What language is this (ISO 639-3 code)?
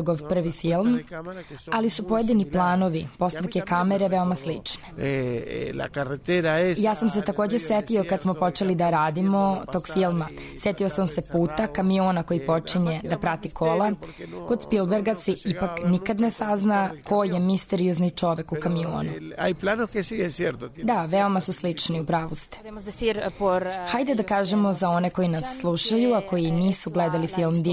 srp